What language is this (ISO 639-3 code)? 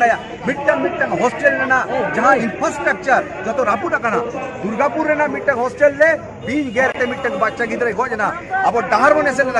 sat